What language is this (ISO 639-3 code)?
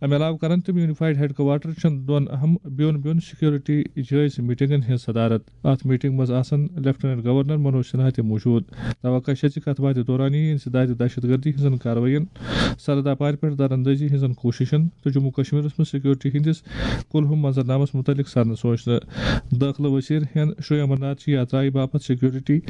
kas